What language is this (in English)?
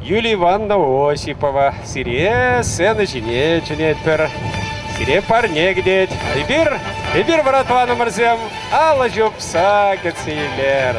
Chuvash